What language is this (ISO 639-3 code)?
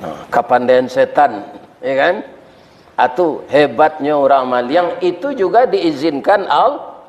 min